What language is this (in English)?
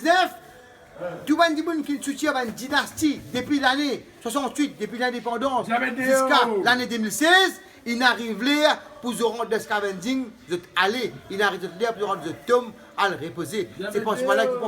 Morisyen